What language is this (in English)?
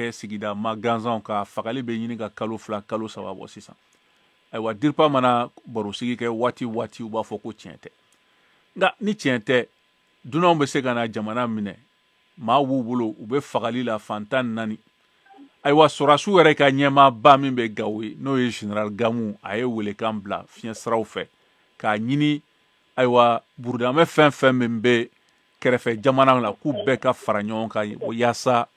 Bambara